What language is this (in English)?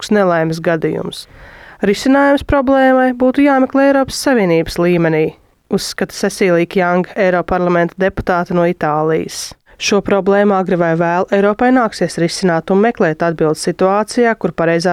Latvian